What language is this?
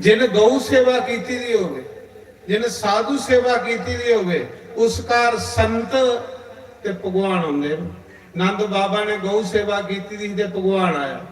Dogri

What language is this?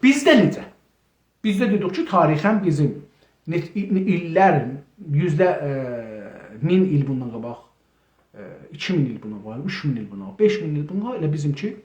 South Azerbaijani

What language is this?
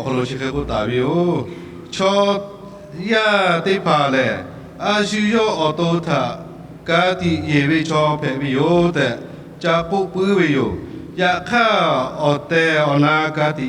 Lahu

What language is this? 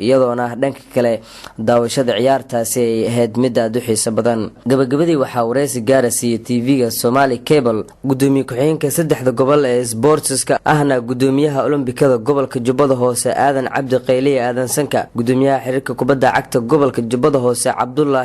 Somali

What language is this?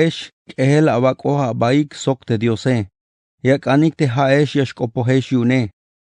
Tzeltal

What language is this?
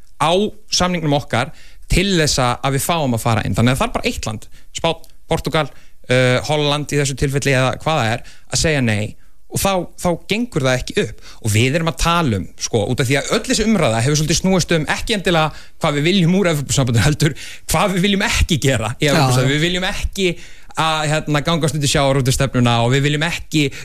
Icelandic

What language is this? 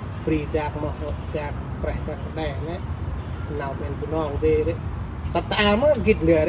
Central Mnong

